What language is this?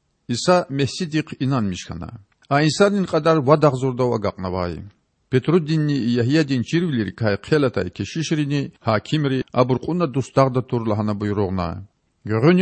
Lezghian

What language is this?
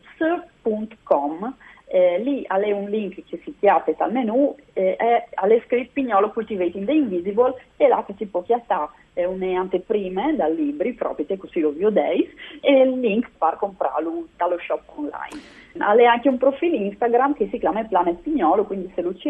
Friulian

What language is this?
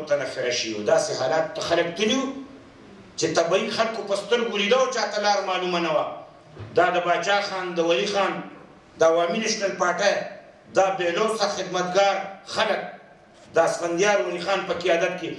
Pashto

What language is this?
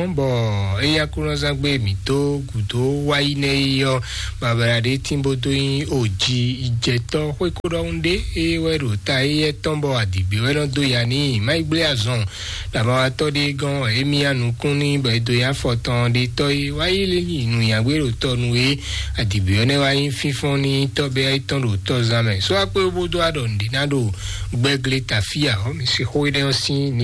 Fon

